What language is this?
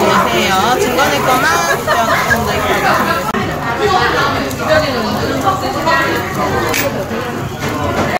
Korean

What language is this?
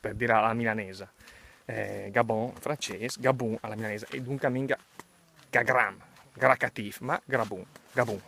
Lombard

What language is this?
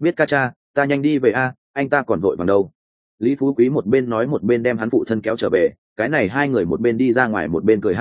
Vietnamese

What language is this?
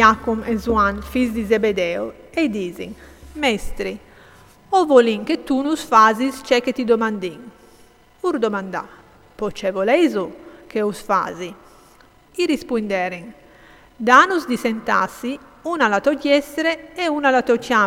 Friulian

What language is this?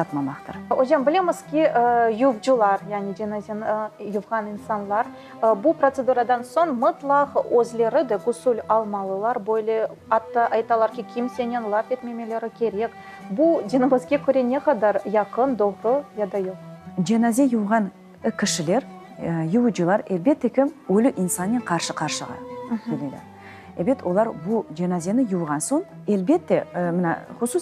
Crimean Tatar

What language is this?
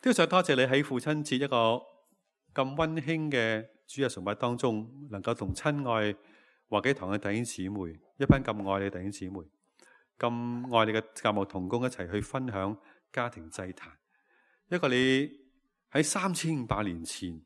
Cantonese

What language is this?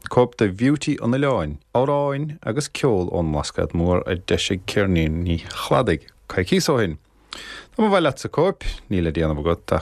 Irish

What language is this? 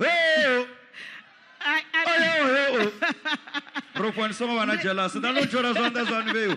Venda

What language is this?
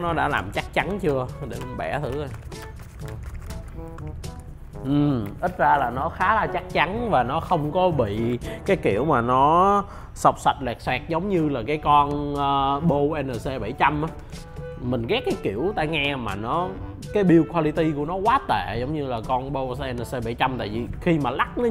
Vietnamese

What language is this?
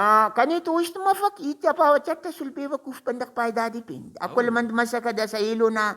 Brahui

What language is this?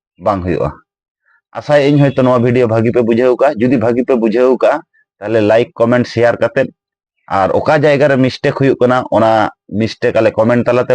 Santali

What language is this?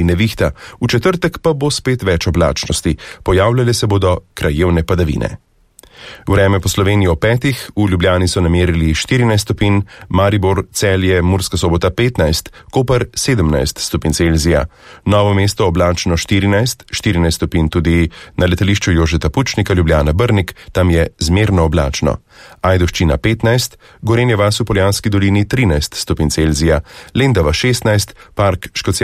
Slovenian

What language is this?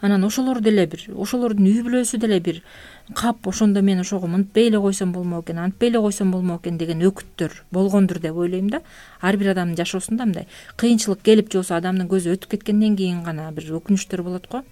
Kyrgyz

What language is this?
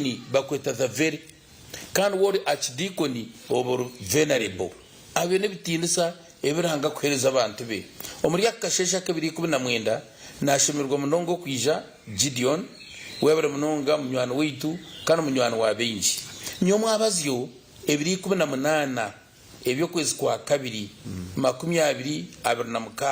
Nyankole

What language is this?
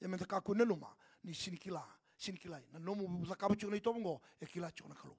Fijian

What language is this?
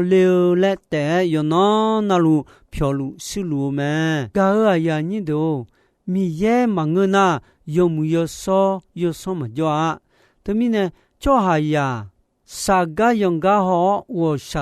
Akha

